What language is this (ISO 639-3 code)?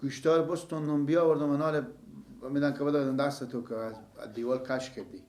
fas